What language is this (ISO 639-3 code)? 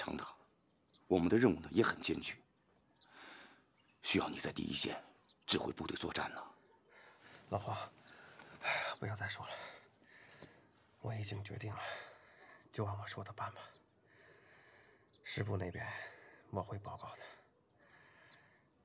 zho